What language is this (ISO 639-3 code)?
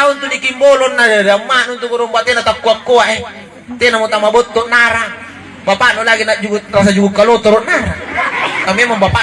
mak